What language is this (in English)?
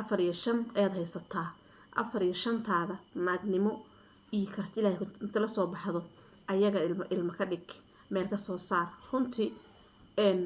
Somali